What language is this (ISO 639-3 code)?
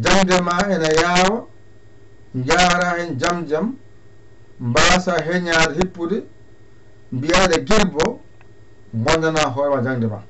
ful